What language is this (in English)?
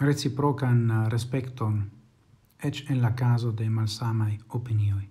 Esperanto